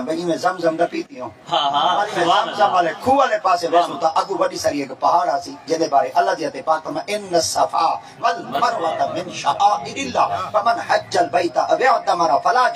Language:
Saraiki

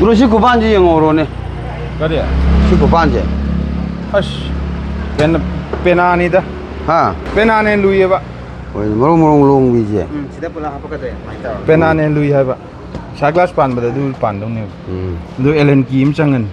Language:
Manipuri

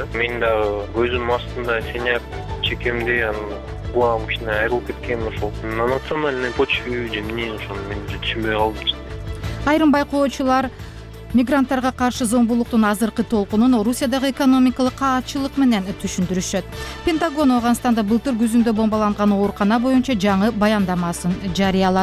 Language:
Kyrgyz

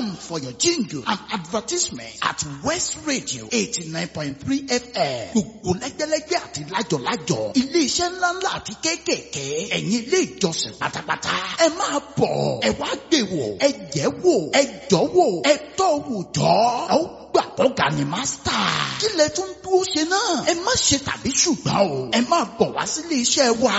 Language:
Yoruba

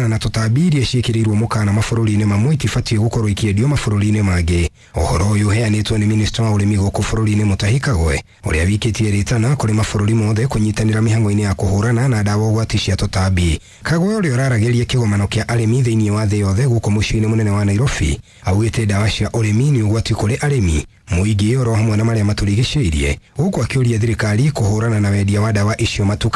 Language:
Kikuyu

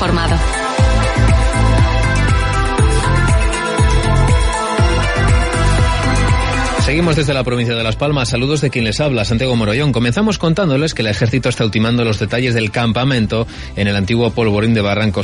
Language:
Spanish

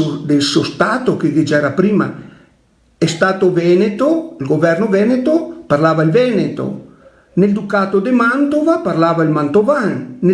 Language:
Venetian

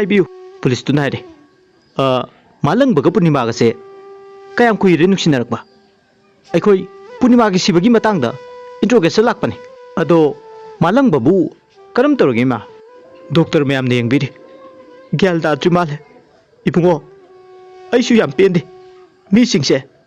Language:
Manipuri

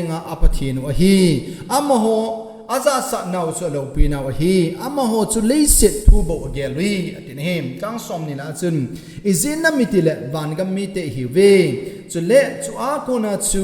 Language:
Thado Chin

